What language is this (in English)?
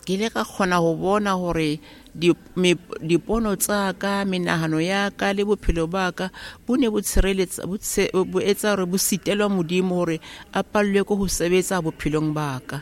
Southern Sotho